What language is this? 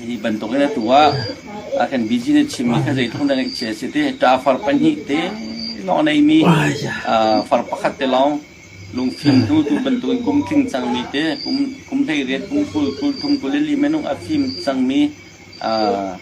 Hakha Chin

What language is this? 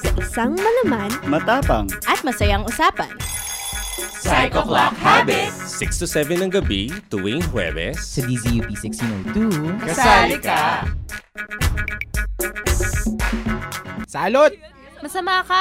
Filipino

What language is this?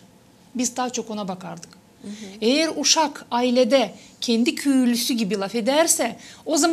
Gagauz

